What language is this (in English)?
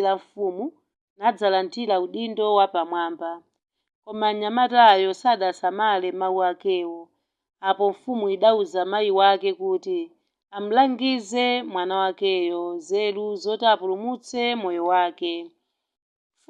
Nyanja